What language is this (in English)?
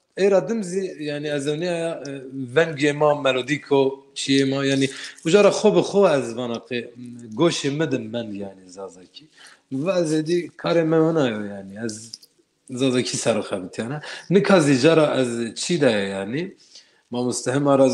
Zaza